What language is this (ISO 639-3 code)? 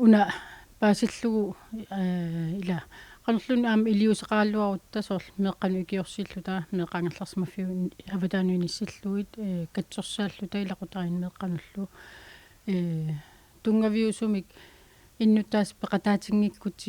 kal